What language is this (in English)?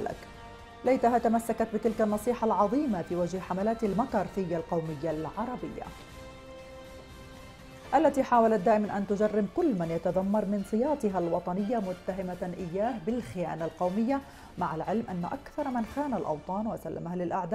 Arabic